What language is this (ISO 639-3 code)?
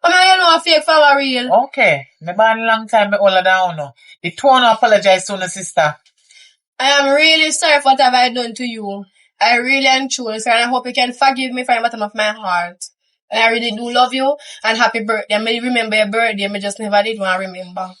jam